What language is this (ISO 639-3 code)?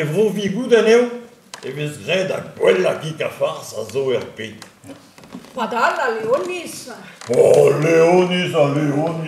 bre